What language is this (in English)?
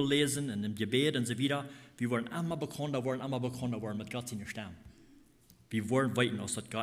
Plautdietsch